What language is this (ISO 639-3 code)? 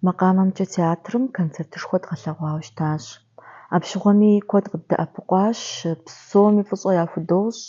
kbd